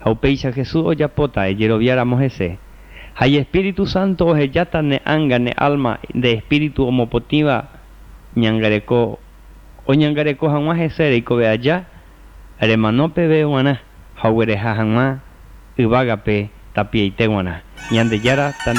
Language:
Guarani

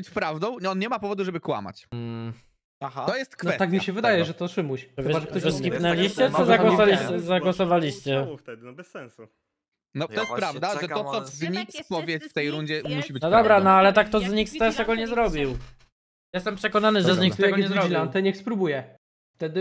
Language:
Polish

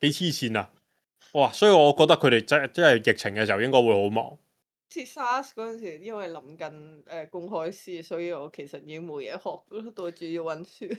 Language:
Cantonese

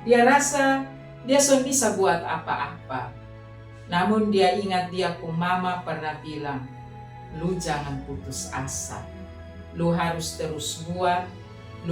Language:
Kupang Malay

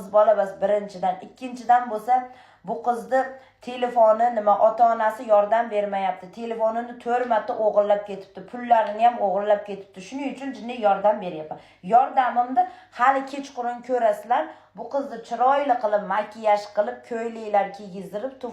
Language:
Uzbek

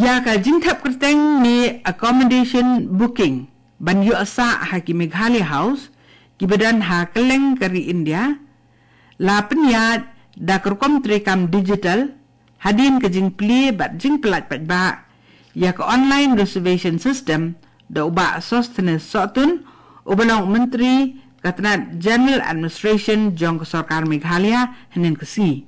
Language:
Khasi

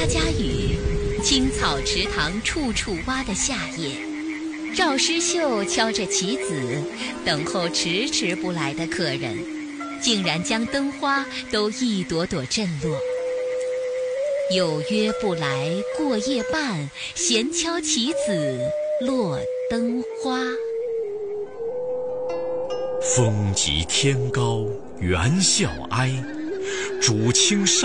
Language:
Chinese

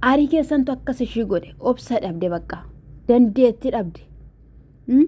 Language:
Oromo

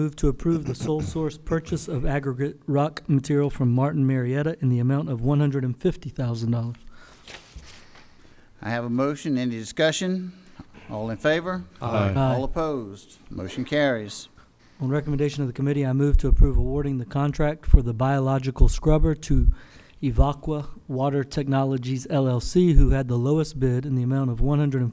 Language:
English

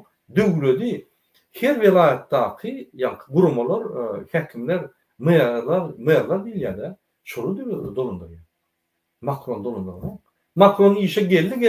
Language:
Turkmen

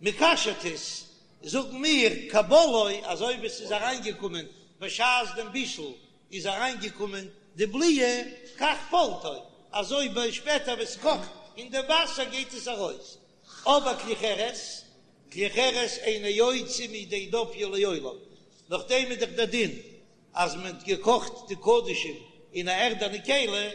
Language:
Yiddish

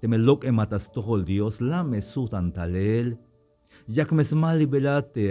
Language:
Tzeltal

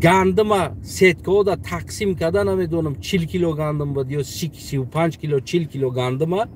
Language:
Tajik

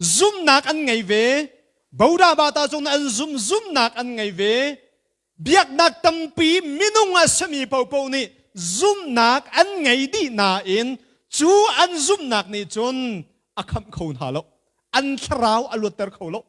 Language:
Hakha Chin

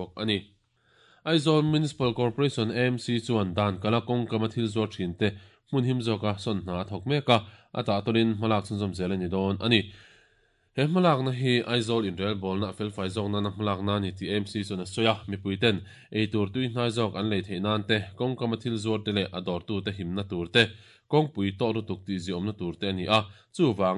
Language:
Mizo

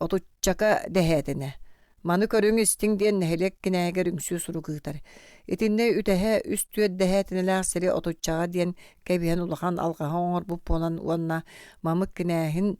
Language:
Yakut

